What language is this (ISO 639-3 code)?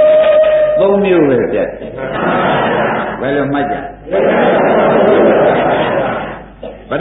mya